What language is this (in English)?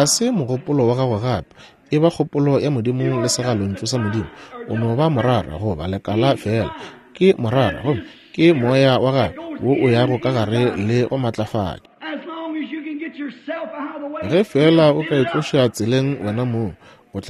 Northern Sotho